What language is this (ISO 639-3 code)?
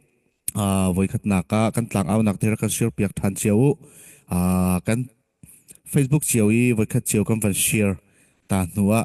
cfm